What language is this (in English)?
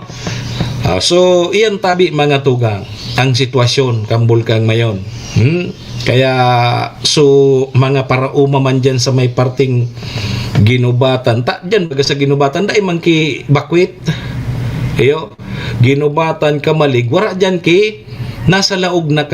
Bikol